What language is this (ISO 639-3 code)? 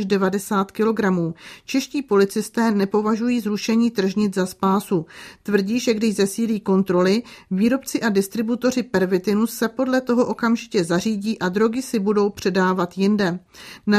ces